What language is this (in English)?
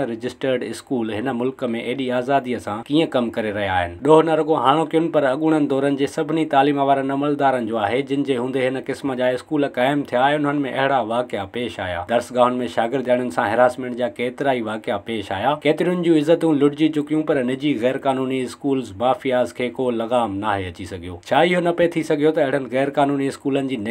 Sindhi